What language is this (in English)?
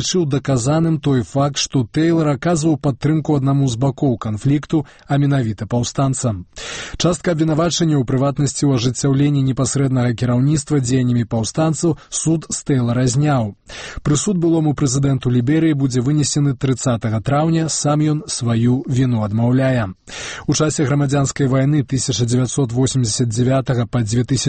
Belarusian